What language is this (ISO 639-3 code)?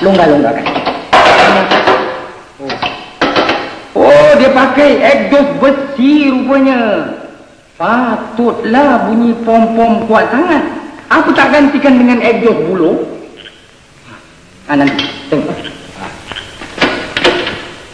msa